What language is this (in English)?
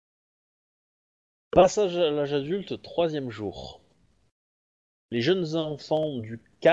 French